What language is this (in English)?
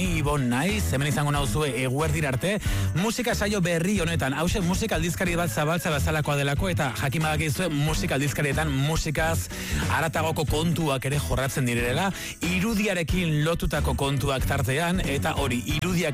Basque